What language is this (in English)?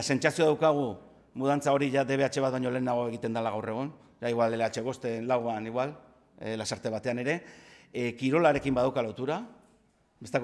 Basque